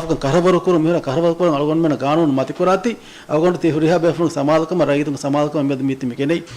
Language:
Divehi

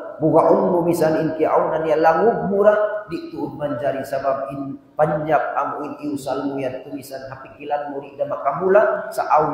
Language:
Tausug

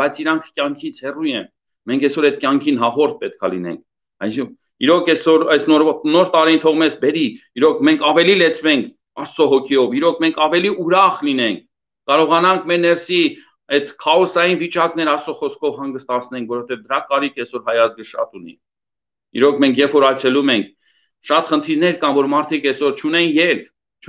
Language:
Armenian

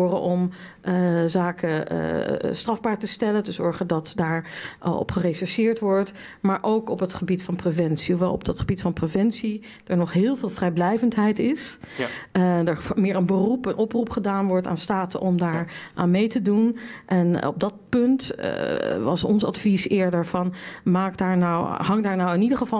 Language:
Dutch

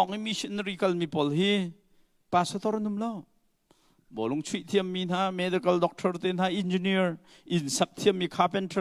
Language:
Hakha Chin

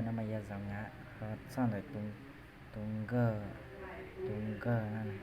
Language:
Hmong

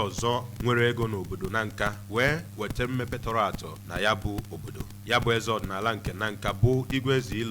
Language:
Igbo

